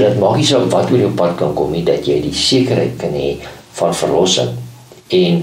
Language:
Afrikaans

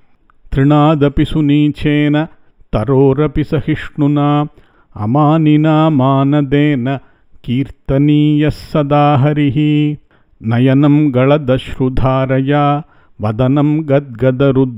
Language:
Sanskrit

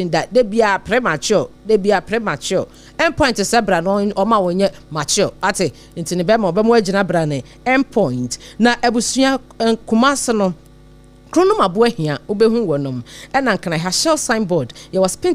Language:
Akan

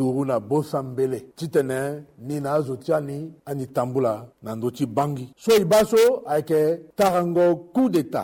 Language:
Sango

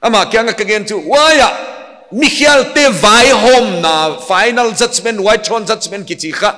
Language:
Paite Chin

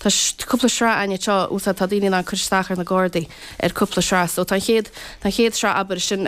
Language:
Irish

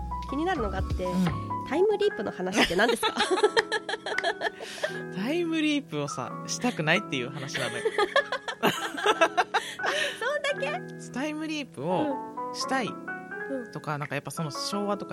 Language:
Japanese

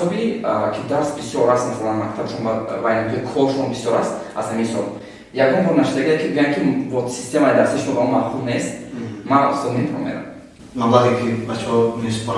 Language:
Tajik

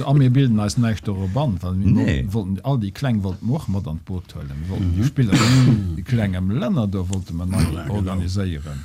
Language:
Luxembourgish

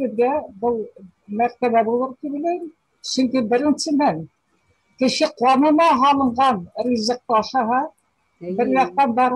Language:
Bashkir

